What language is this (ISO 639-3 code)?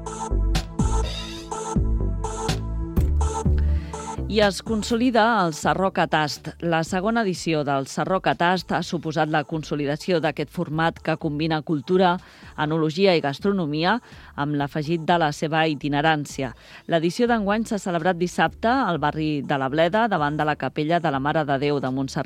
cat